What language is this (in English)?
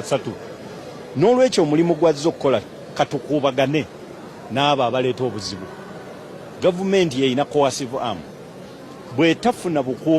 Ganda